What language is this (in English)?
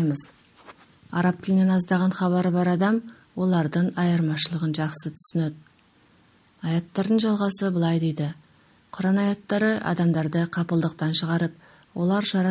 Kazakh